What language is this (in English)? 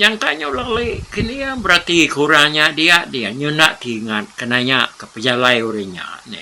Iban